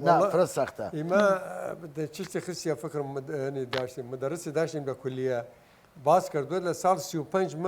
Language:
Southern Kurdish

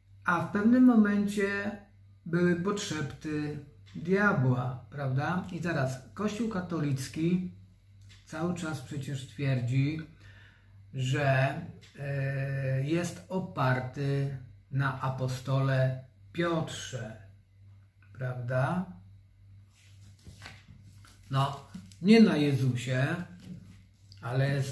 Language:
Polish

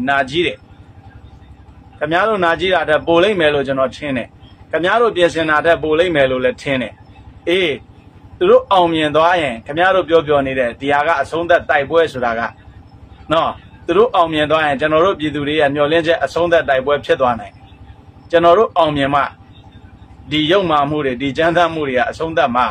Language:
Burmese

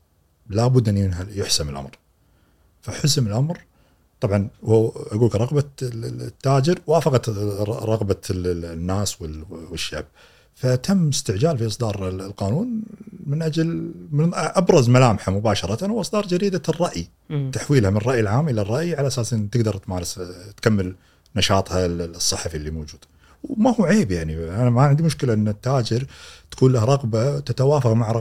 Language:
Gulf Arabic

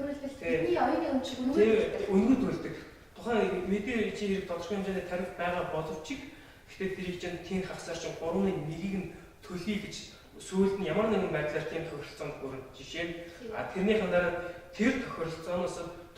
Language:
Mongolian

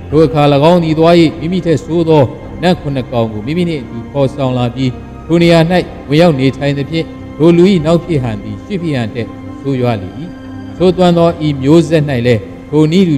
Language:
Burmese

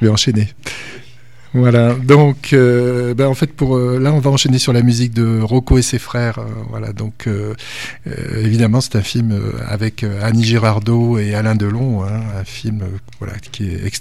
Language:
French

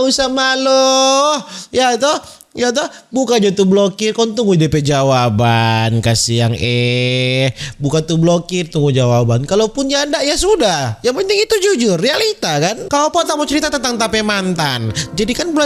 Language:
Manado Malay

